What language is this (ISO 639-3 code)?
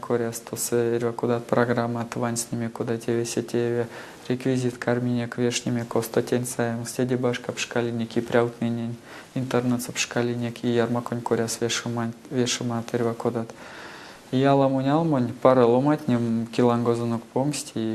myv